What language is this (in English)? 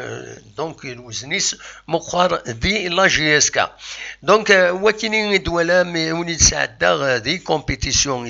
Kabyle